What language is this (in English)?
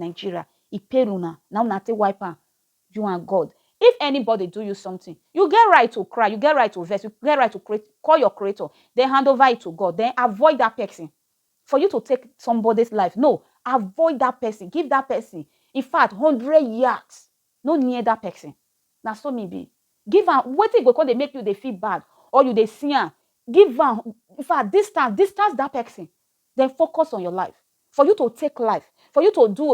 Nigerian Pidgin